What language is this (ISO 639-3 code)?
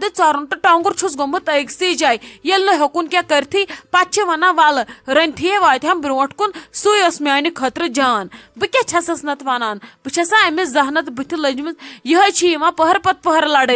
kas